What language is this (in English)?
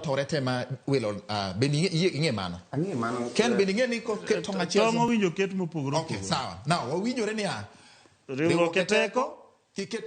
Luo (Kenya and Tanzania)